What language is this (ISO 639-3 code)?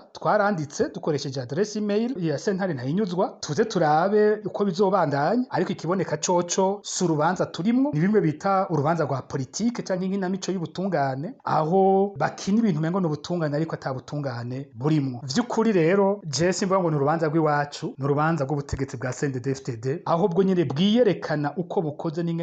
run